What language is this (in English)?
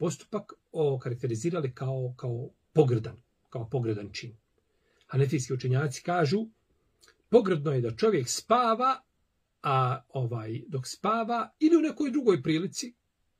Bosnian